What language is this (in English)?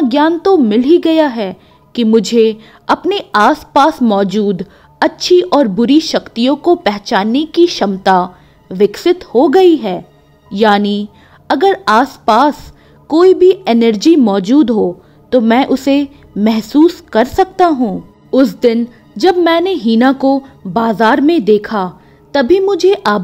Hindi